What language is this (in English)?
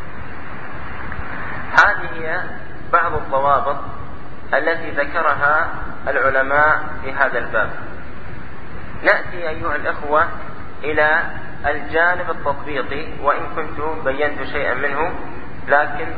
Arabic